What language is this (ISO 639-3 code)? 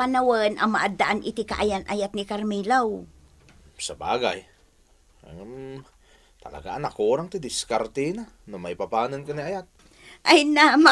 ilo